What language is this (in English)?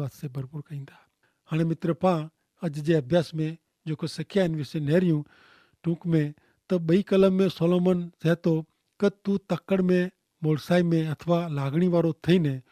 Kachhi